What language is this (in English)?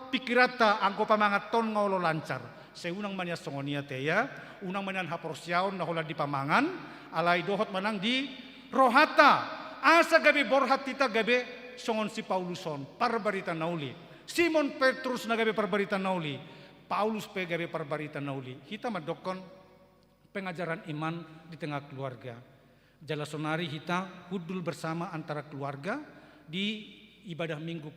Batak Toba